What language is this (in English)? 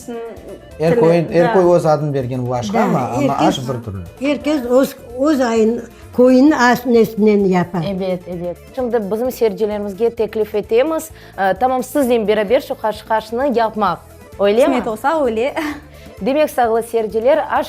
Crimean Tatar